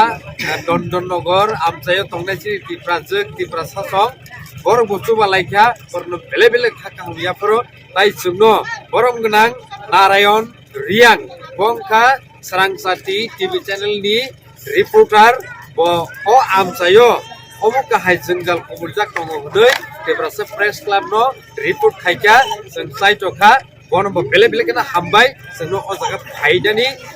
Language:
Kok Borok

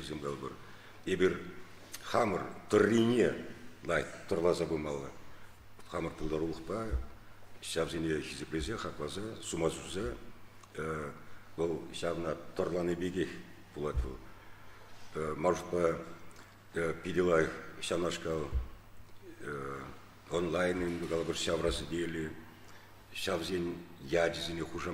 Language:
Chuvash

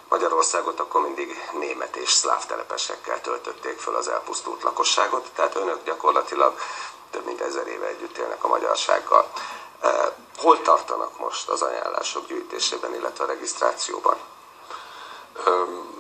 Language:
Hungarian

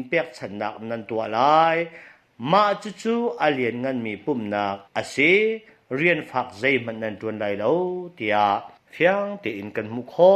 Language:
Hakha Chin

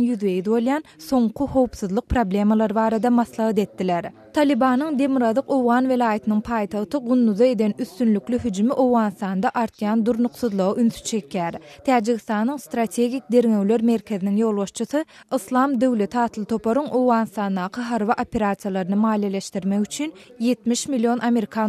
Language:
Turkmen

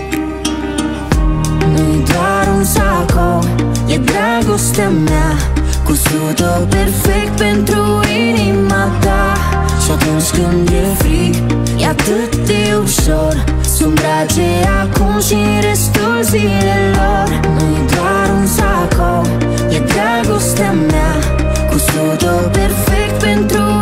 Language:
Romanian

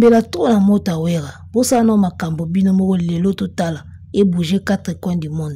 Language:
Lingala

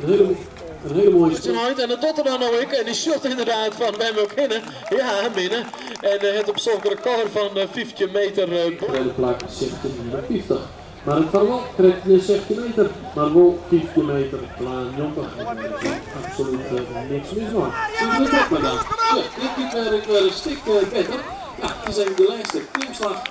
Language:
Western Frisian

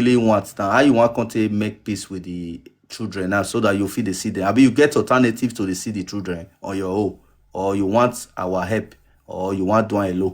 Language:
Nigerian Pidgin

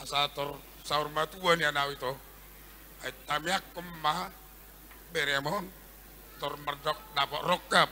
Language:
Batak Toba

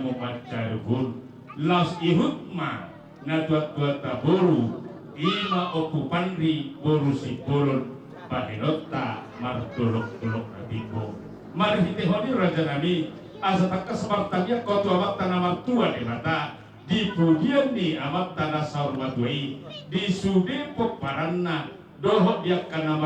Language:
Batak Toba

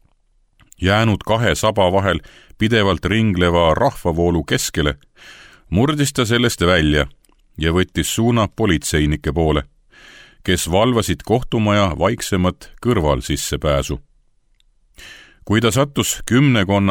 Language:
Estonian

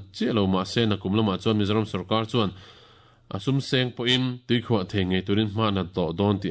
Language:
Mizo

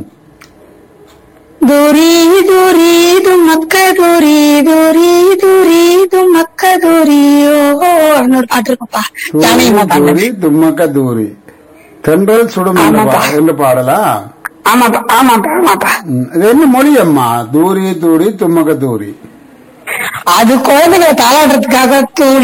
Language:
Tamil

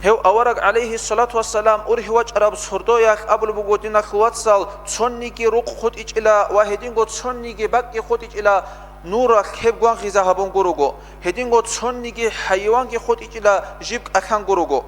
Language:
Avaric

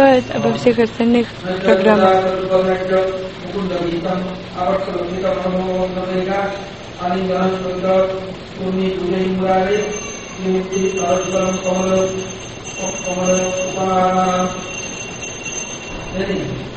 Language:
Russian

